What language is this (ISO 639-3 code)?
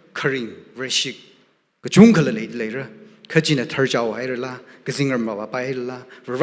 nmf